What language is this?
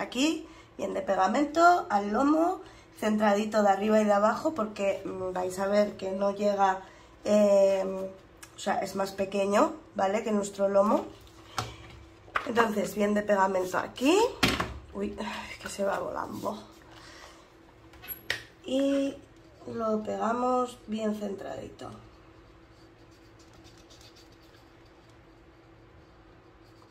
Spanish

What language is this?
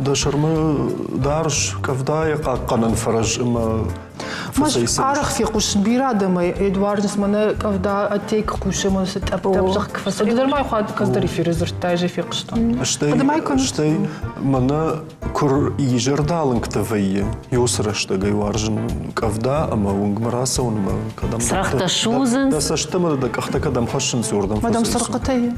Ossetic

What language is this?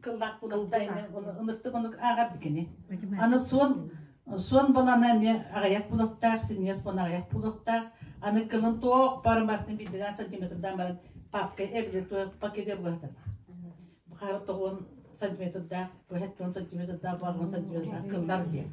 Yakut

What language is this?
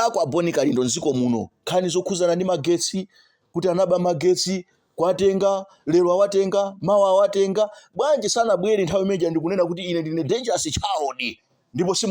Nyanja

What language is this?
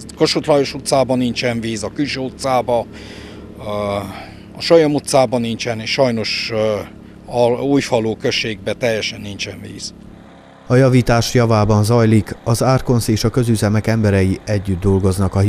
Hungarian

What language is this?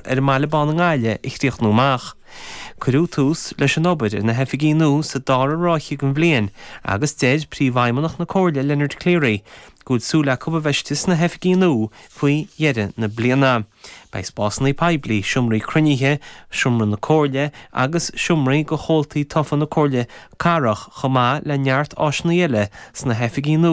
Irish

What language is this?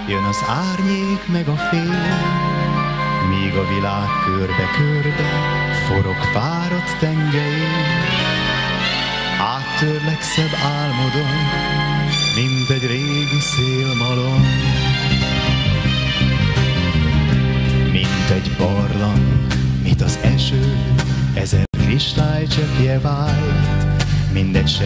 Hungarian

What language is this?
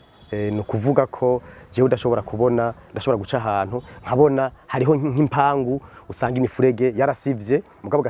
Rundi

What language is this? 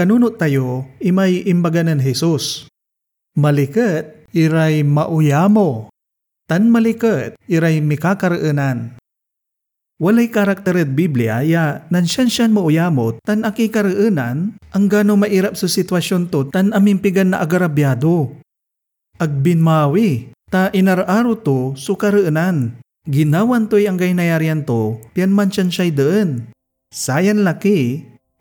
Pangasinan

